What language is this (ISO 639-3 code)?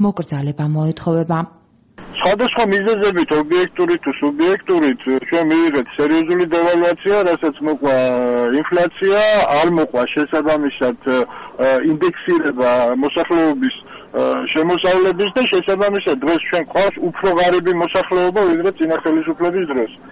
kat